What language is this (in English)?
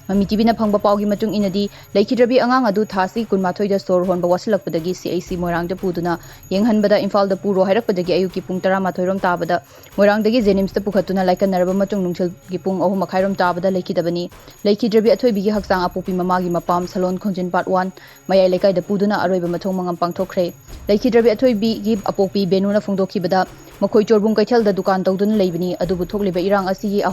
Manipuri